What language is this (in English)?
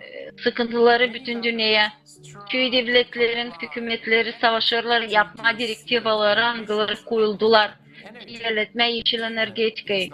Gagauz